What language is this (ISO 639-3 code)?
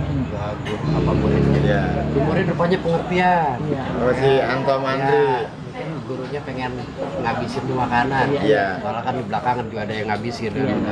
bew